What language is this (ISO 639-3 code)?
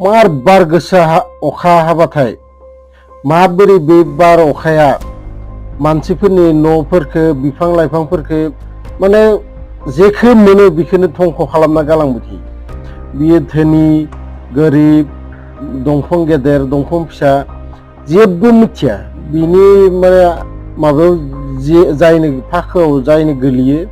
brx